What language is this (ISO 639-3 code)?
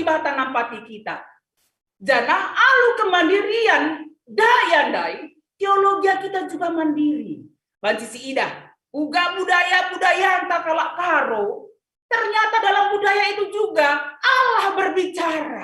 btx